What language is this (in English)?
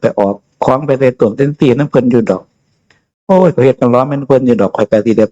Northeastern Thai